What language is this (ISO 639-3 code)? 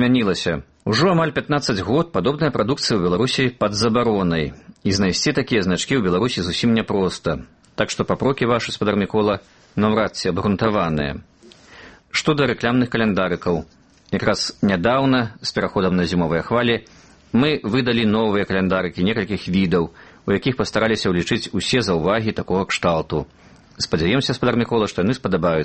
bel